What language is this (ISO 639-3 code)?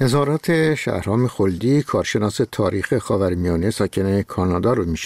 fas